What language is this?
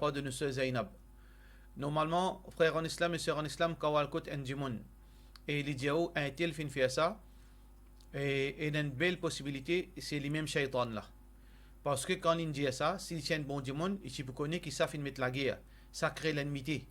Morisyen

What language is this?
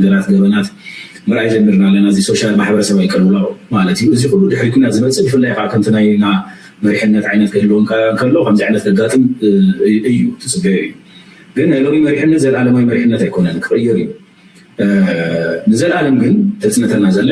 Tigrinya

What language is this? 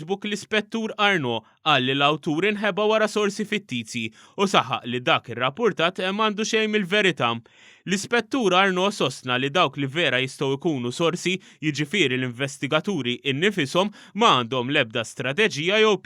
Maltese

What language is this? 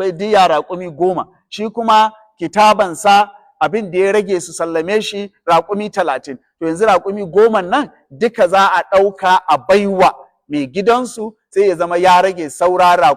Hausa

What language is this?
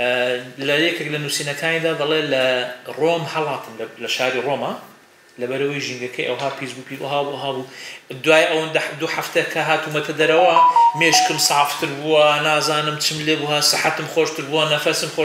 Central Kurdish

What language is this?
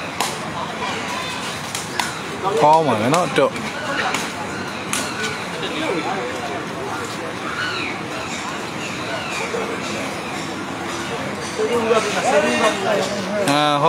Burmese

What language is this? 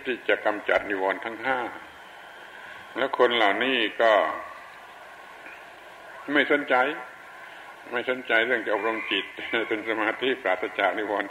Thai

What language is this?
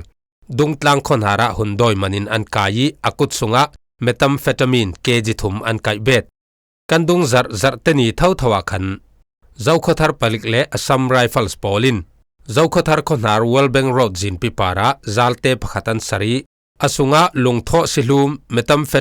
Falam Chin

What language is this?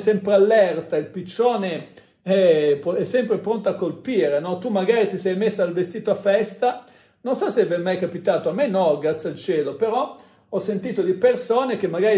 Italian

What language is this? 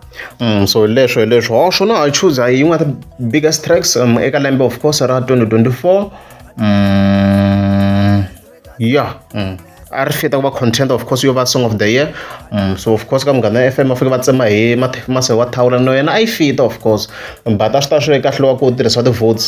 Tsonga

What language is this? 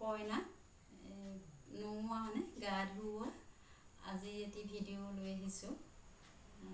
Assamese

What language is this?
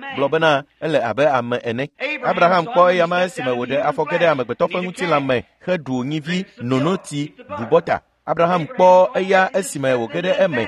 Ewe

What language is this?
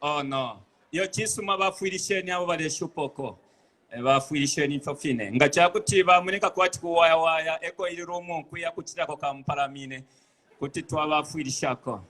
Bemba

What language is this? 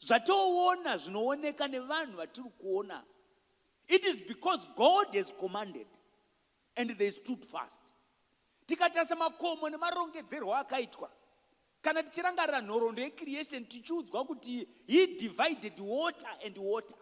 Shona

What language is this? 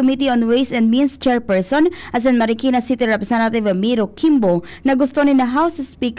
Bikol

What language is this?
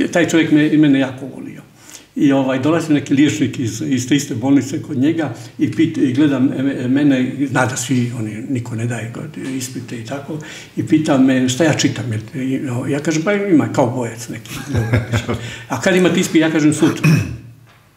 Croatian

